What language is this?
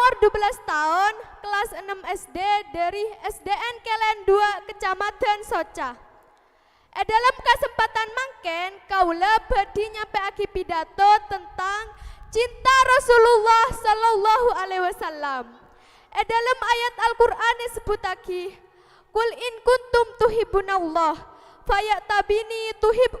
Madurese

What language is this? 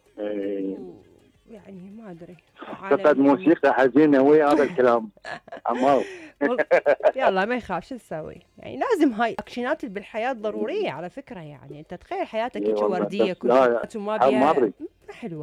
Mesopotamian Arabic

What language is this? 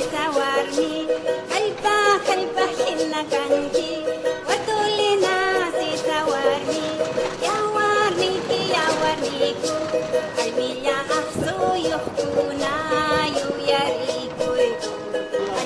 Aymara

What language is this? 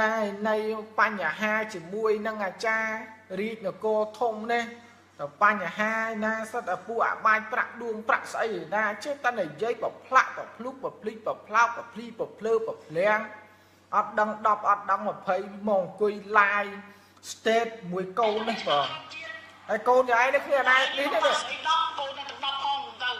Khmer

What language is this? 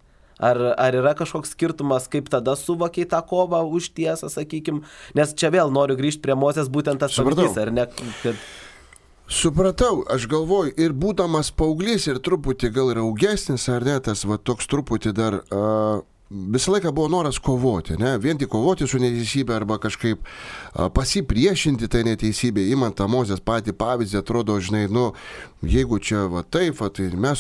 Lithuanian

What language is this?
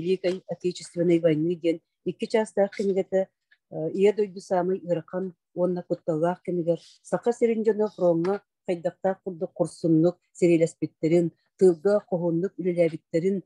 Yakut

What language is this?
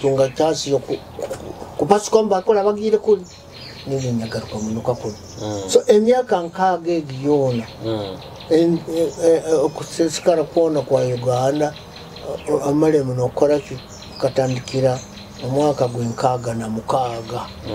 Nyoro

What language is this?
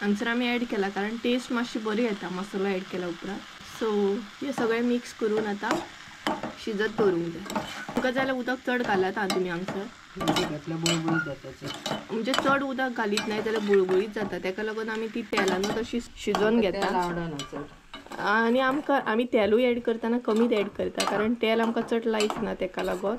Konkani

